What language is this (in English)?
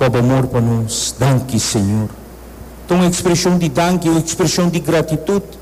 Papiamento